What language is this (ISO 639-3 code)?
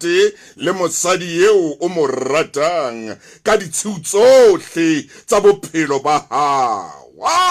sot